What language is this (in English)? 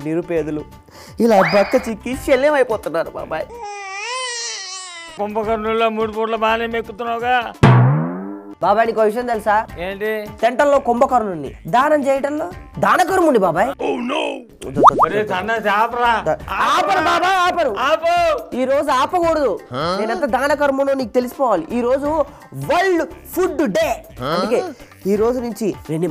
Telugu